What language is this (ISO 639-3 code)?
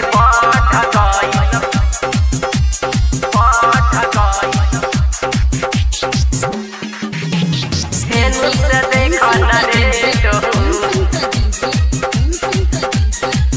bho